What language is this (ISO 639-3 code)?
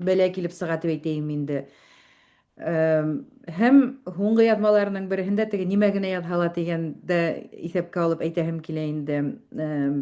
bak